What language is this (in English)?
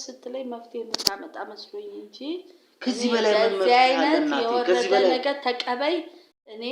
Amharic